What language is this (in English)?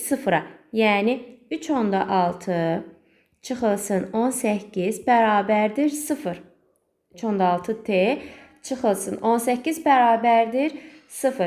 Azerbaijani